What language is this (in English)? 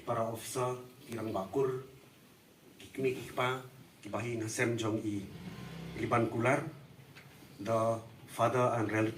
Khasi